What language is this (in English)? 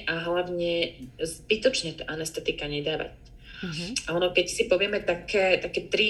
Slovak